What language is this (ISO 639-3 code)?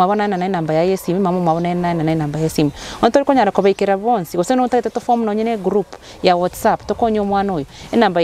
guz